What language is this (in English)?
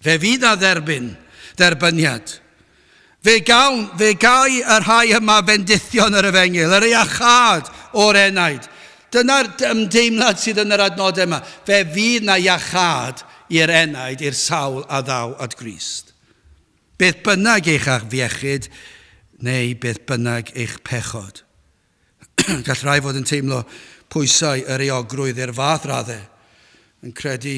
Welsh